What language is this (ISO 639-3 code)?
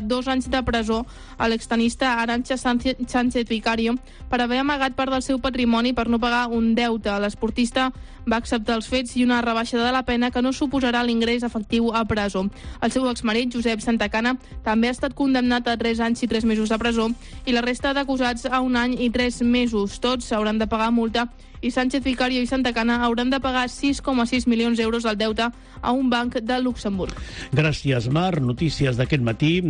cat